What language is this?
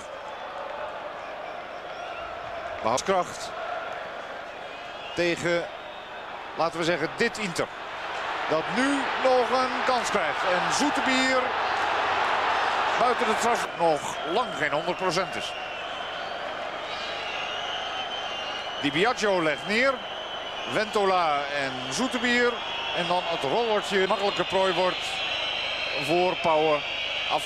Dutch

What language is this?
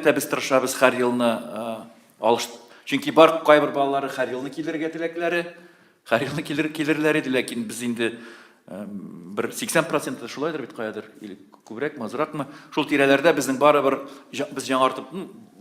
Tatar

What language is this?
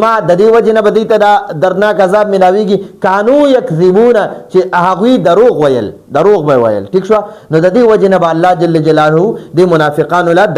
Pashto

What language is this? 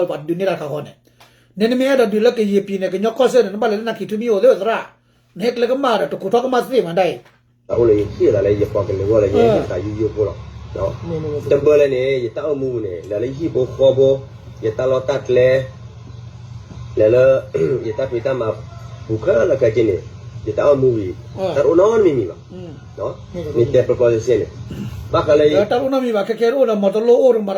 S'gaw Karen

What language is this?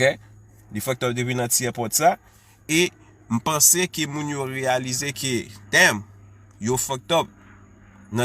Haitian Creole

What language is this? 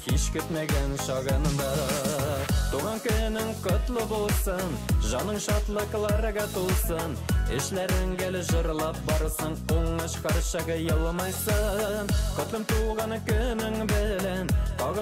Bashkir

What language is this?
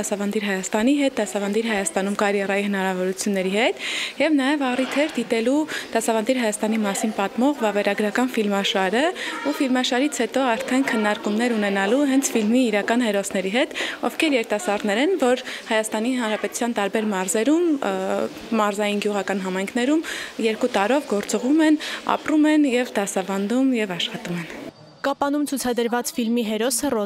Armenian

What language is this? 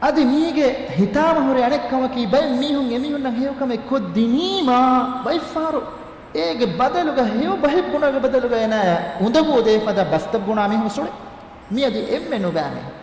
Divehi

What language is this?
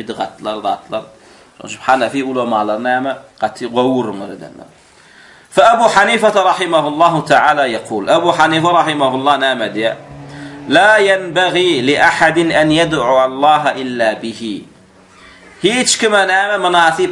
Turkmen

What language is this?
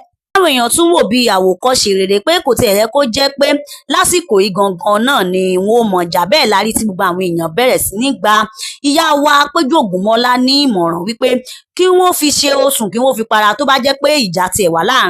Yoruba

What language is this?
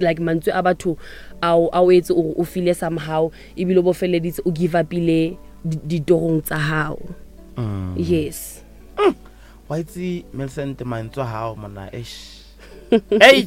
Northern Sotho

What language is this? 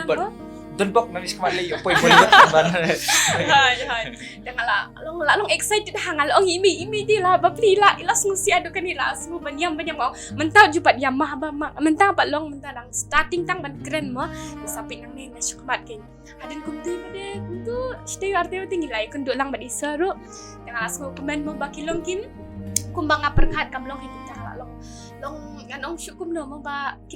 Khasi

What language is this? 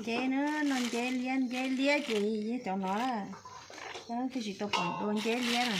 Hmong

